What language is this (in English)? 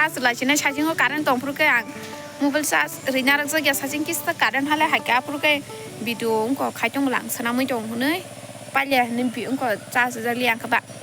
Kok Borok